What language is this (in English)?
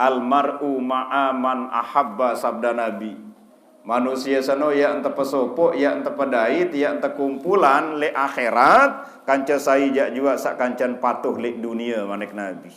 Sasak